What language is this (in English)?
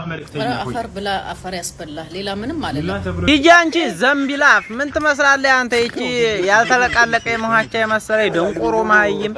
Amharic